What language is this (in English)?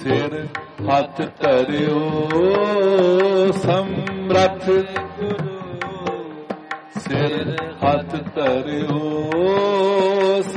Punjabi